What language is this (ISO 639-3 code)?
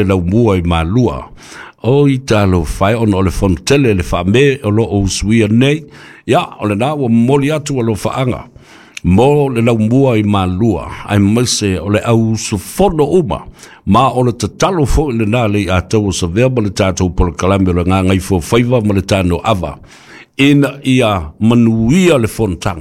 smo